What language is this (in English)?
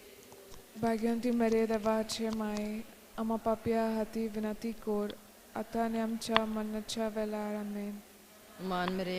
Konkani